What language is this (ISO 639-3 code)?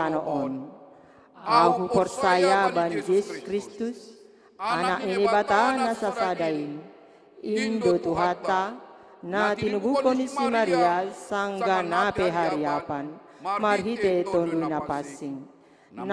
bts